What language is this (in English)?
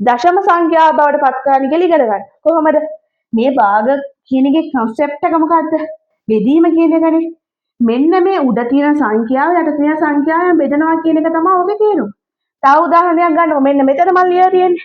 Sinhala